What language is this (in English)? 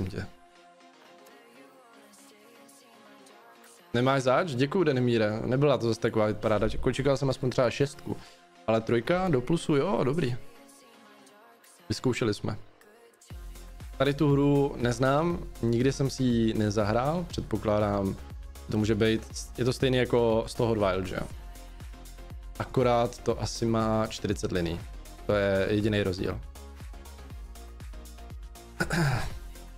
Czech